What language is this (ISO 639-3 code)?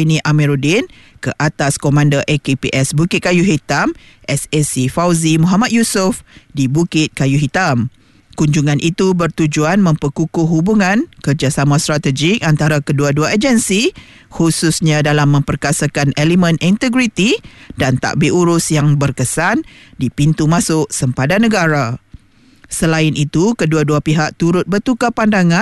msa